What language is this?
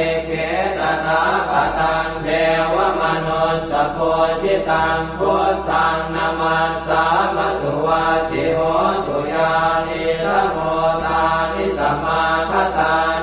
Pali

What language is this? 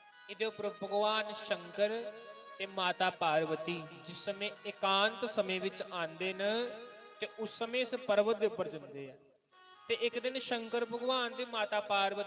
Dogri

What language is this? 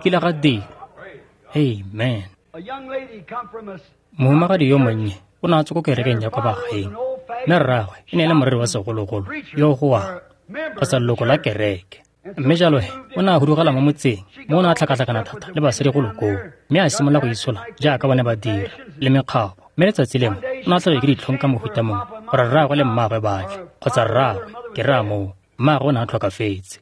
Tswana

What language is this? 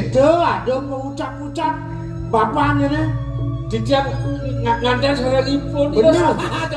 Balinese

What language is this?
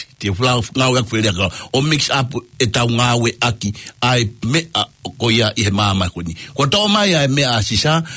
Tongan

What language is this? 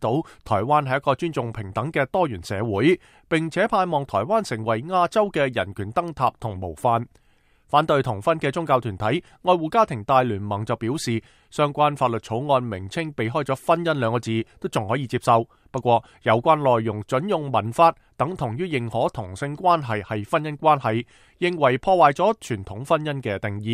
Cantonese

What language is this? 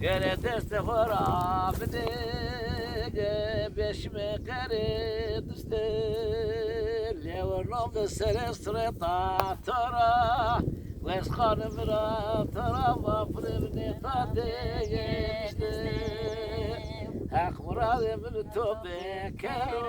Zaza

